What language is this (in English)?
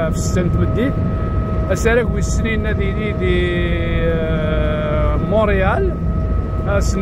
Kabyle